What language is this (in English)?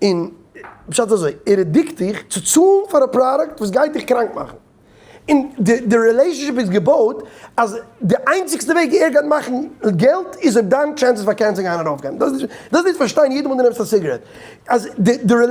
Yiddish